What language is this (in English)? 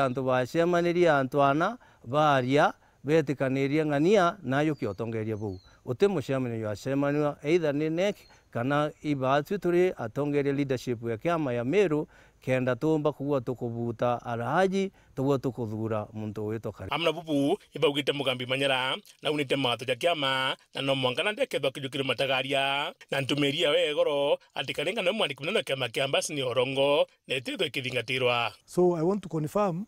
Meru